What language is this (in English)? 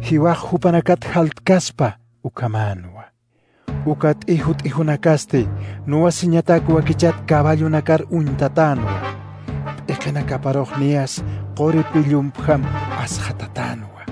Aymara